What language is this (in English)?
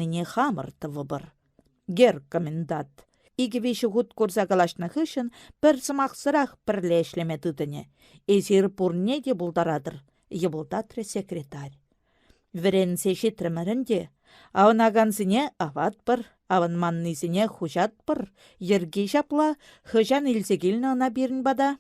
Chuvash